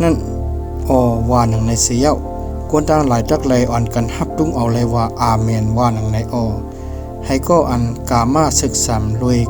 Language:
Shan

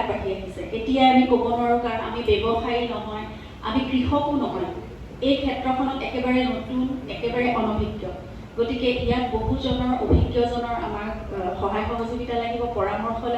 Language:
Assamese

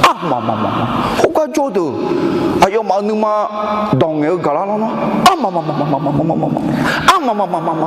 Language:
Akha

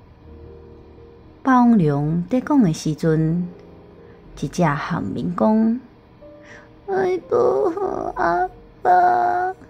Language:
Min Nan Chinese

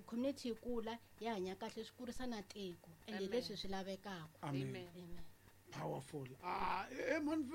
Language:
Tsonga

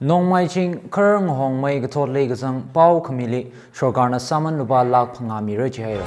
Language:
Tangkhul Naga (India)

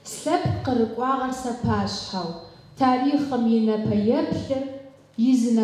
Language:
Adyghe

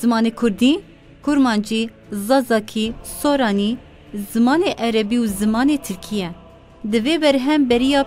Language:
Kurdish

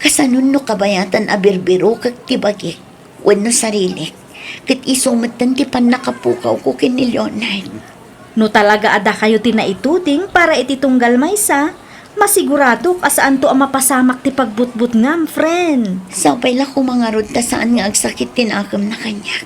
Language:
Iloko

